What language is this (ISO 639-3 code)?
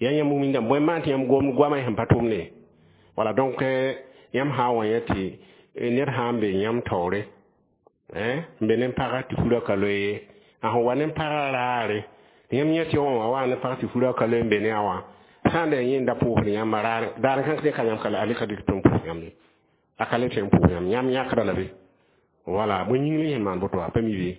mos